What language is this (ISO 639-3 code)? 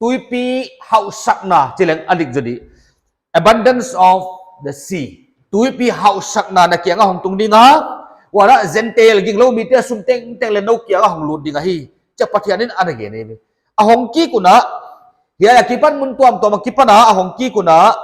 pck